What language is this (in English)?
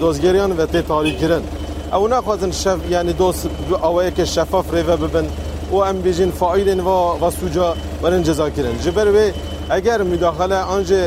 Kurdish